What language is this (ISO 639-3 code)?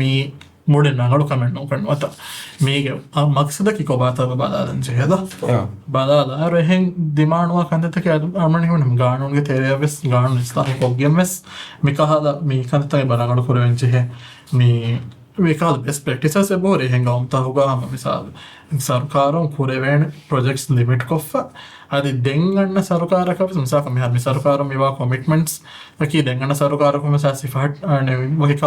div